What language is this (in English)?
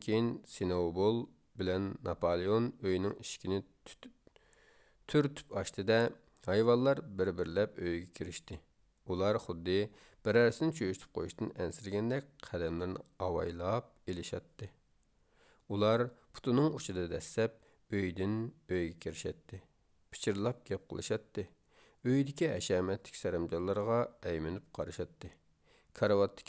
Uyghur